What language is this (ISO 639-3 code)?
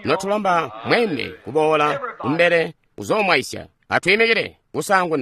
toi